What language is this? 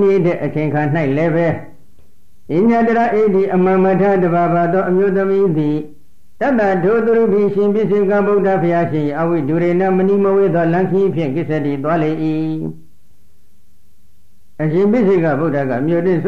Burmese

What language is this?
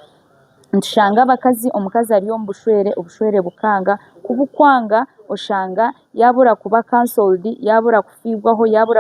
Nyankole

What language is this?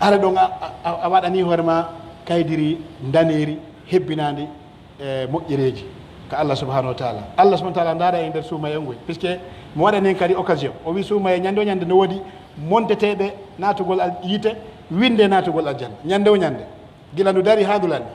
Pular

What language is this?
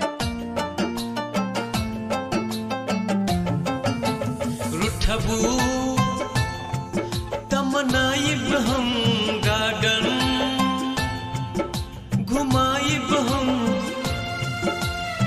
Bhojpuri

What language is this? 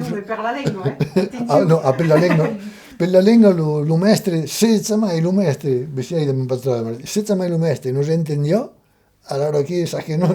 Occitan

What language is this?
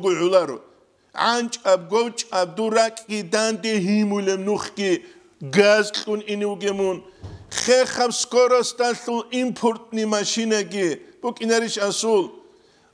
Avaric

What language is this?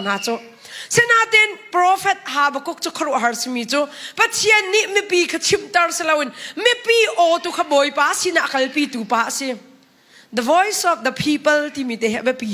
Hakha Chin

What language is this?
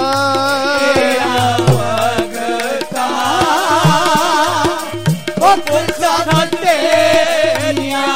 Punjabi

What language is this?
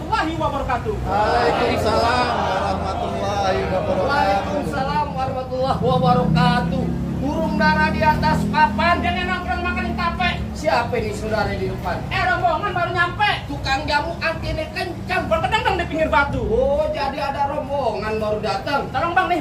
Betawi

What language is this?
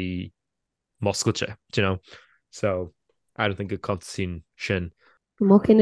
Irish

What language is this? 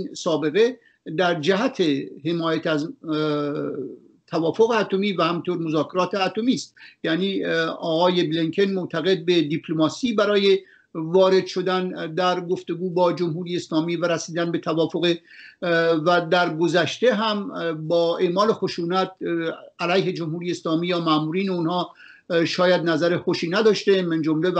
Persian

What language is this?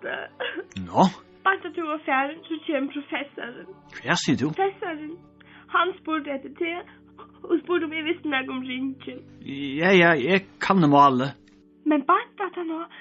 Faroese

